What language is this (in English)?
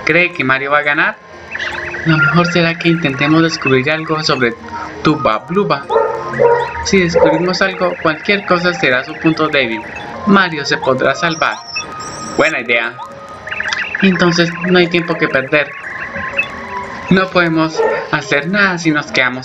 Spanish